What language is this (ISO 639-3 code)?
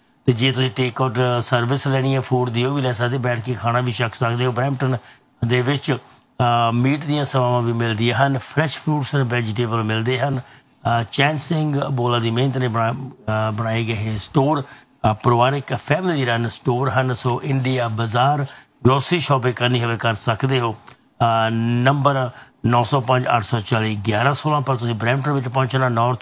pan